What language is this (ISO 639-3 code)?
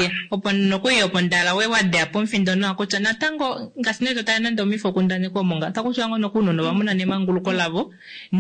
kua